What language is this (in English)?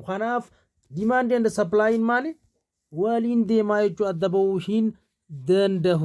Oromo